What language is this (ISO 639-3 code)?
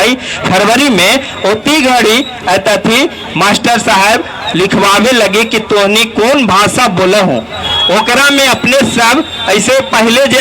mag